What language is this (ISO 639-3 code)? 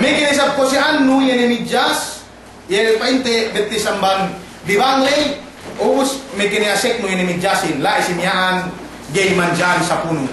yka